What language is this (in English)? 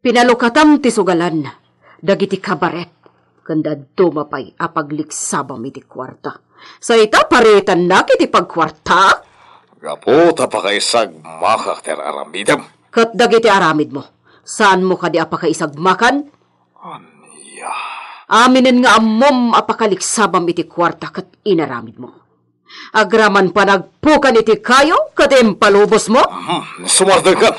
Iloko